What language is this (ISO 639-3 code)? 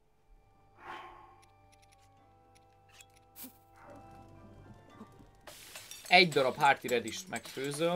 hun